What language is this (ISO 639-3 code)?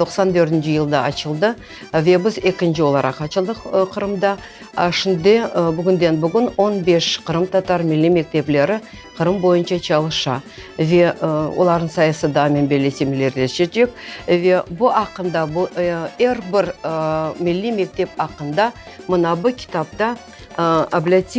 crh